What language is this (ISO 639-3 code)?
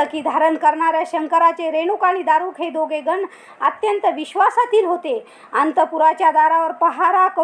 mar